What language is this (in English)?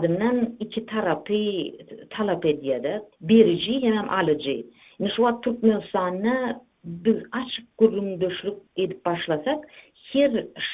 Turkmen